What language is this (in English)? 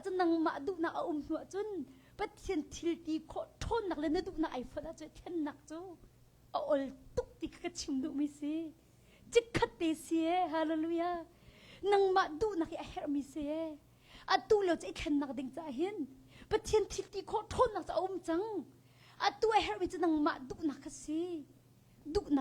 Hakha Chin